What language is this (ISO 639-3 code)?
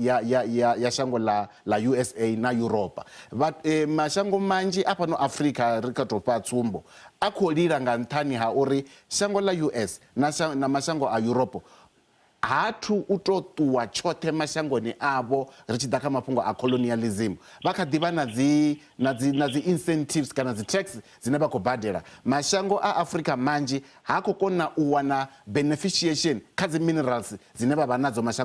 ven